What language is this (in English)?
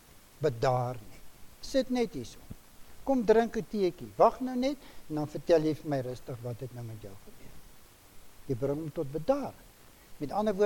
Afrikaans